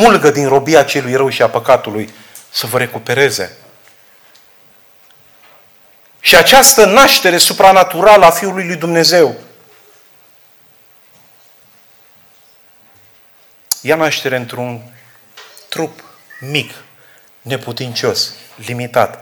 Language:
Romanian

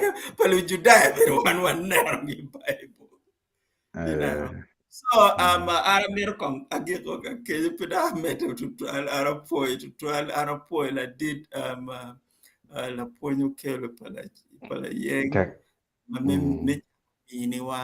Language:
Acoli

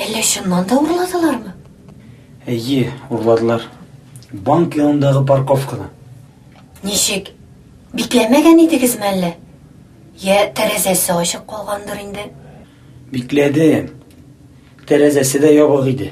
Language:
Tatar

